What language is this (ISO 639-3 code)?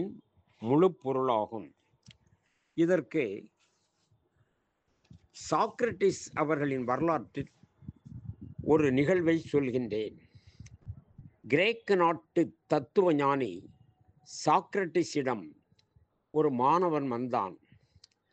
tam